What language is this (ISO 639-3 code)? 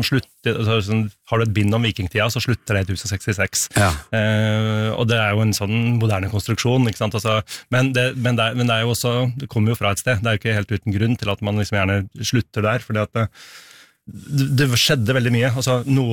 nor